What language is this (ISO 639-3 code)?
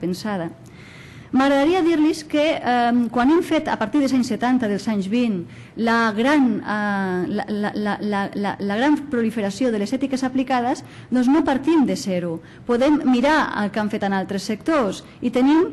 cat